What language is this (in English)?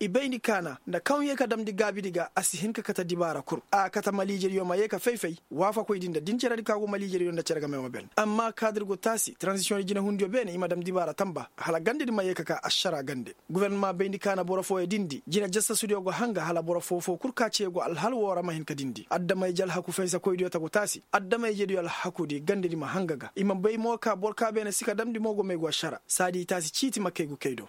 Koyraboro Senni